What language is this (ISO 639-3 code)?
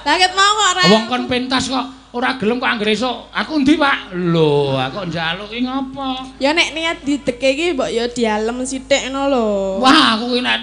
jav